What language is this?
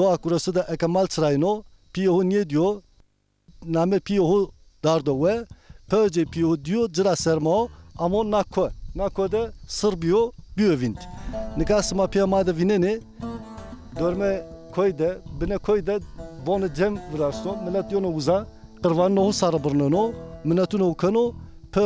Zaza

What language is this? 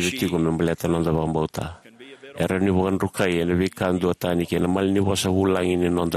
Fijian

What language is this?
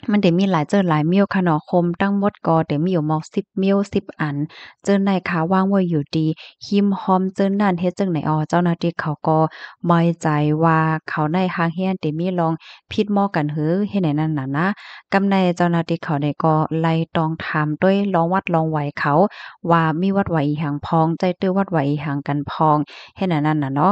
Shan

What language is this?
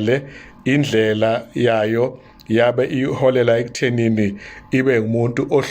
Zulu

